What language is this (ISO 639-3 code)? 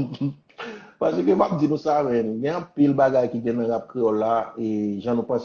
hat